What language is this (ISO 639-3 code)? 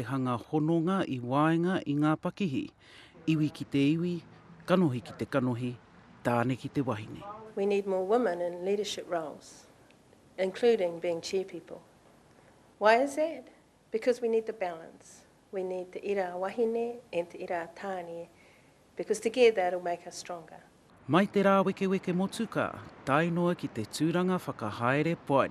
mri